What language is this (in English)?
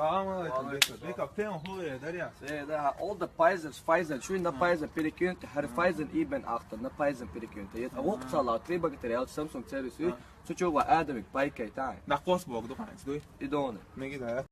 Chechen